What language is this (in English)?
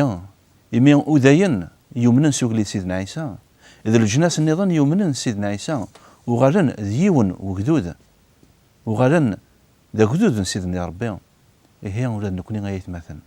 Kabyle